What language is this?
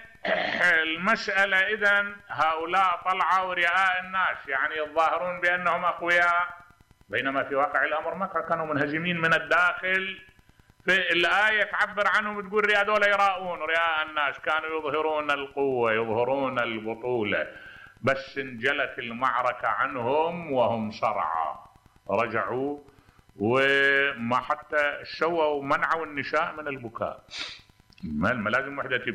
Mesopotamian Arabic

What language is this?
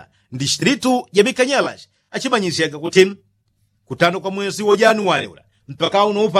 Yao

